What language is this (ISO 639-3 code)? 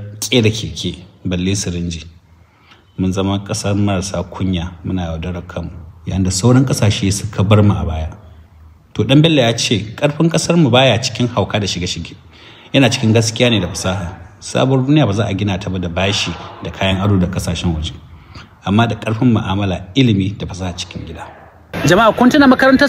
hau